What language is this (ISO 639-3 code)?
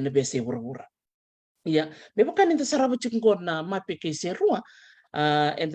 fij